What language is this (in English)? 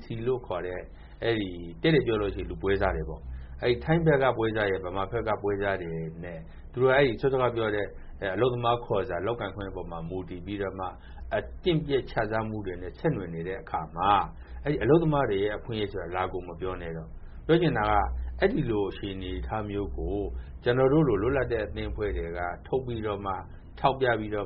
Burmese